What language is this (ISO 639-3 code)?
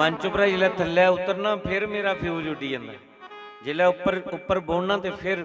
doi